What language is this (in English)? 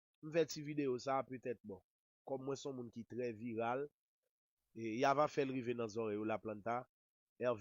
Haitian Creole